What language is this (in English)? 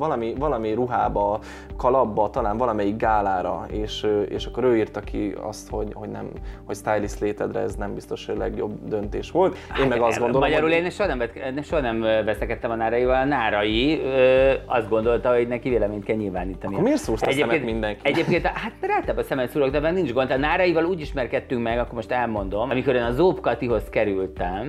Hungarian